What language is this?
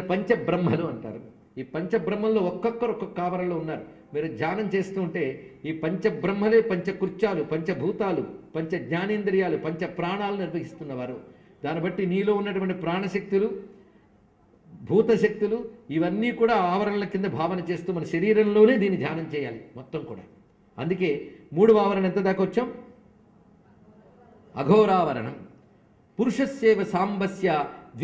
Telugu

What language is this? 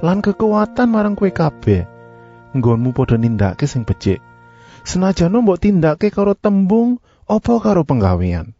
Javanese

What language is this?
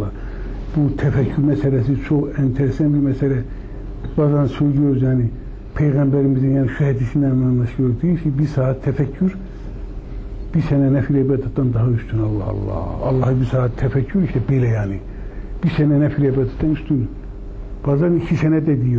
Turkish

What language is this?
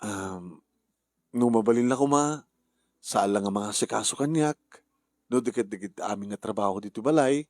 Iloko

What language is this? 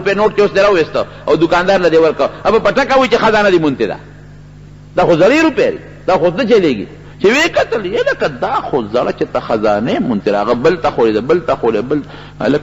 Pashto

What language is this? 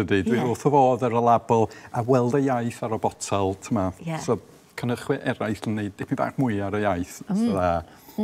Welsh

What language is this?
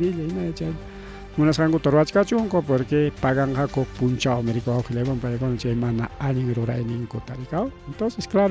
Ayacucho Quechua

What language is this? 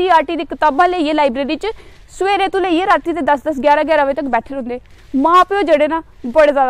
Dogri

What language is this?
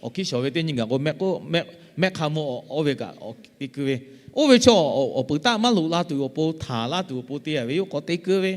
Lahu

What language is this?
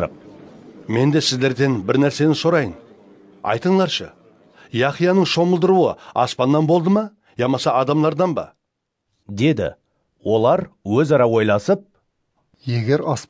Kara-Kalpak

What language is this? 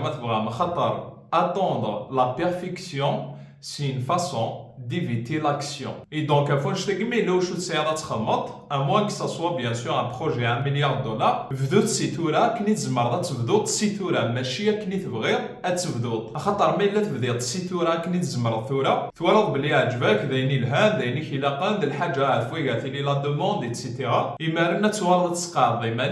Kabyle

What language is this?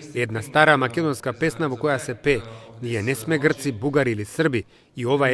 Macedonian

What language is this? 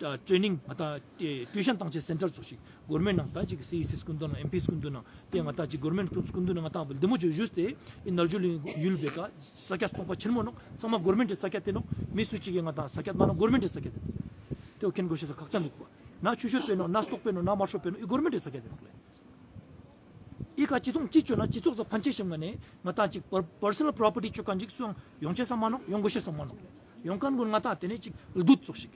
Ladakhi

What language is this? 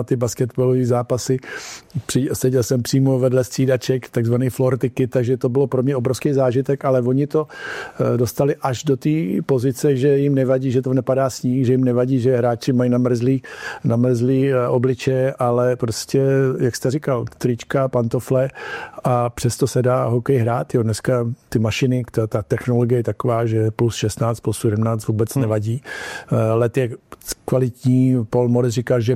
Czech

